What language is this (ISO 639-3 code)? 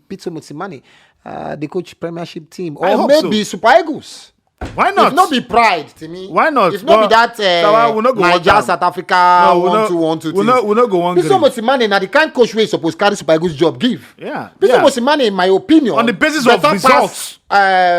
pcm